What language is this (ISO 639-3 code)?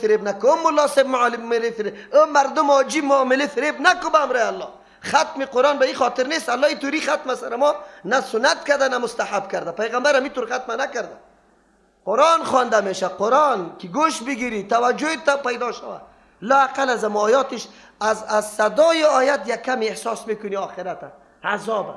fas